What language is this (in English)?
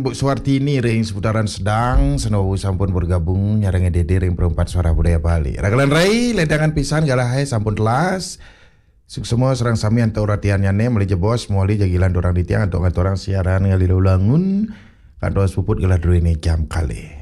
Balinese